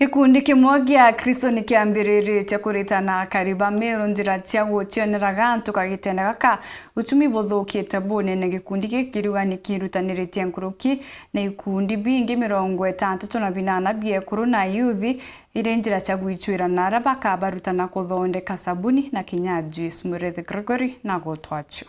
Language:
Meru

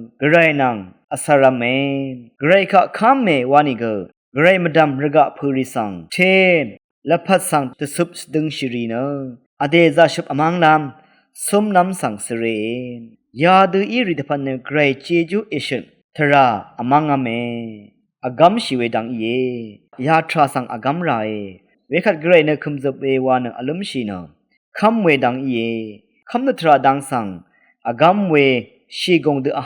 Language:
Rawang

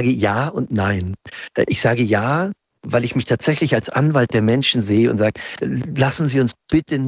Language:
German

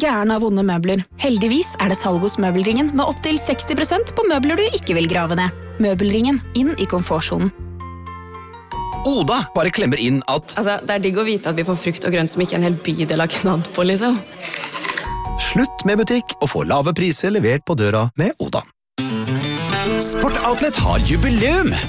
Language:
Norwegian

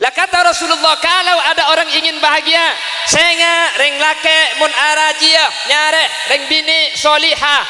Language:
Madurese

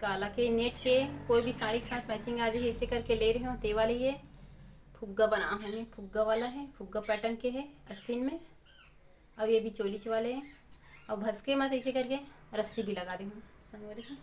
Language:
Chhattisgarhi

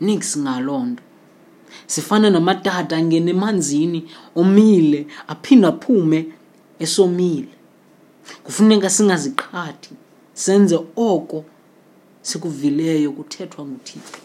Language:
Xhosa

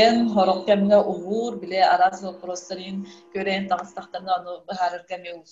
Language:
Yakut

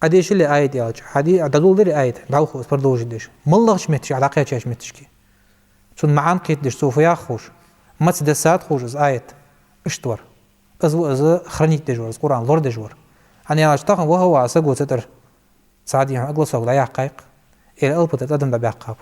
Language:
Ingush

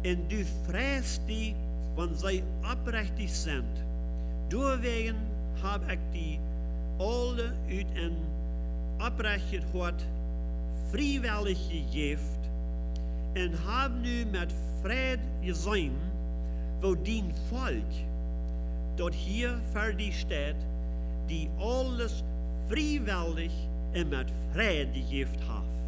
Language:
Plautdietsch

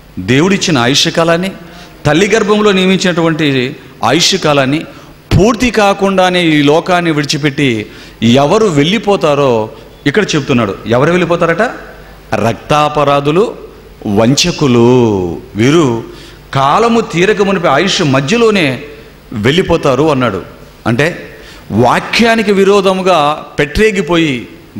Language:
Telugu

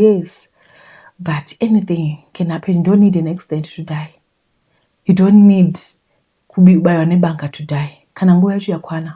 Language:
Shona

